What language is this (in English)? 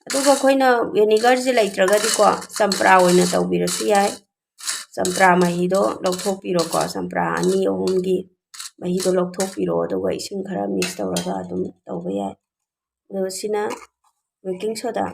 Manipuri